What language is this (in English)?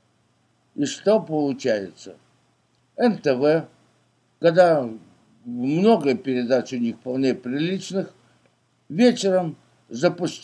Russian